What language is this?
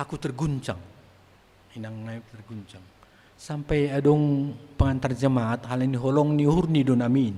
Batak Simalungun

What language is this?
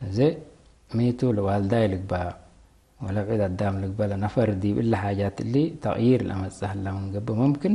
Tigre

